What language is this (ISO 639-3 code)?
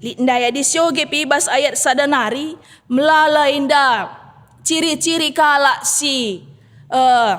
btx